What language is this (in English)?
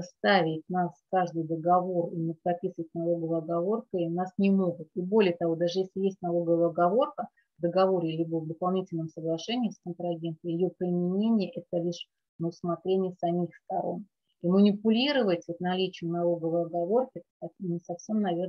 Russian